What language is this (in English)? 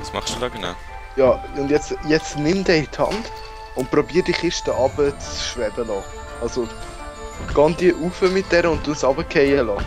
Swiss German